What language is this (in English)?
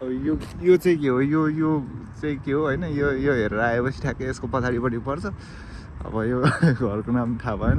Nepali